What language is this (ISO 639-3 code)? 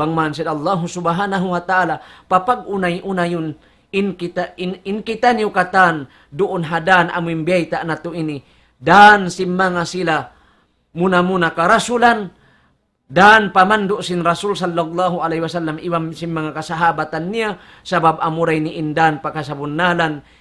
tsg